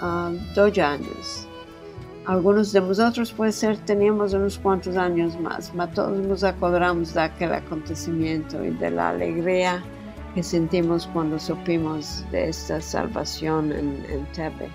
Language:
Ladino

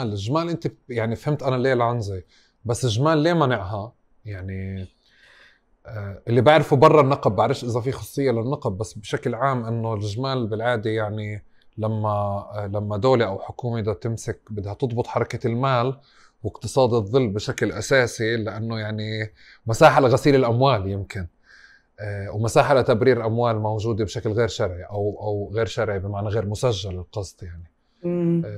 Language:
North Levantine Arabic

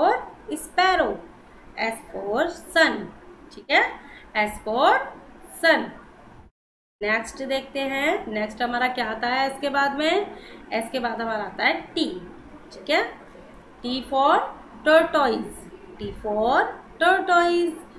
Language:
Hindi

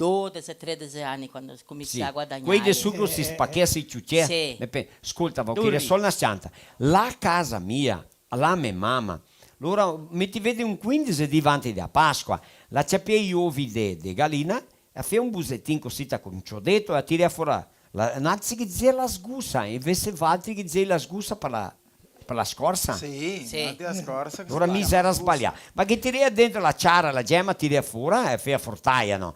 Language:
Venetian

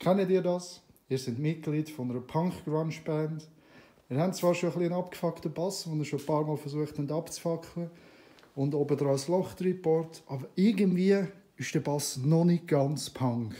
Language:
Swiss German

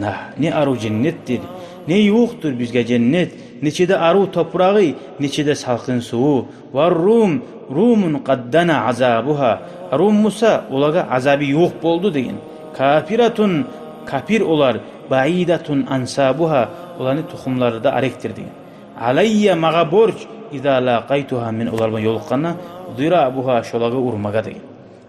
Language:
Kumyk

